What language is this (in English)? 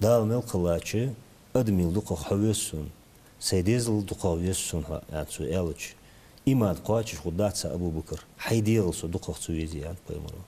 Ingush